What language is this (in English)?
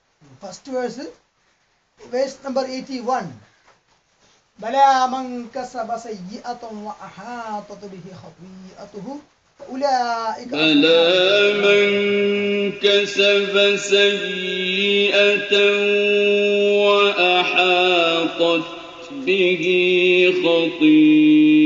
English